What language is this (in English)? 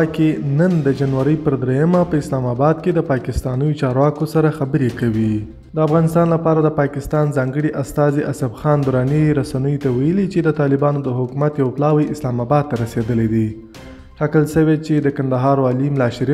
Pashto